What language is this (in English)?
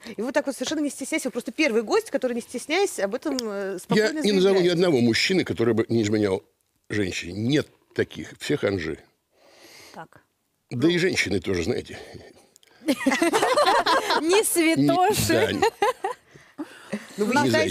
Russian